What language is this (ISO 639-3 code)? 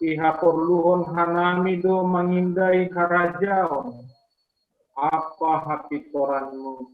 bts